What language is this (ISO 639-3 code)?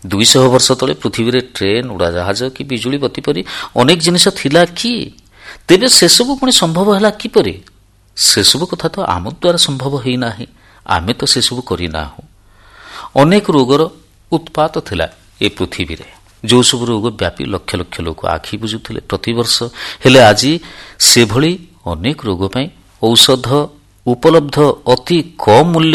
ori